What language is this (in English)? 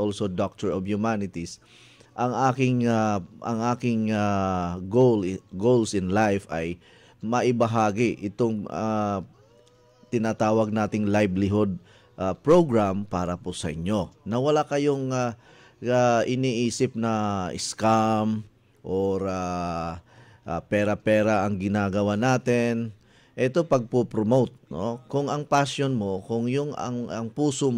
Filipino